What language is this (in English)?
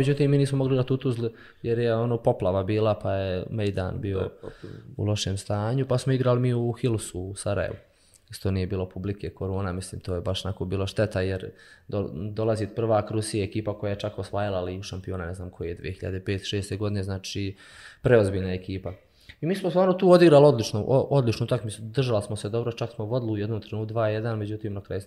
Bosnian